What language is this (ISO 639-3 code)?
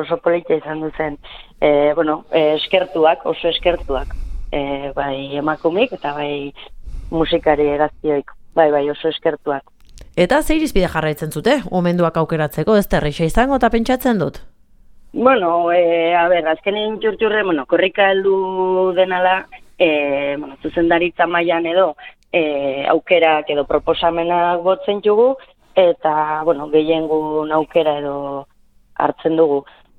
eus